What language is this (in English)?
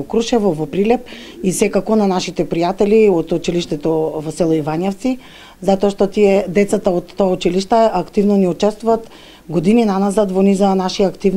Macedonian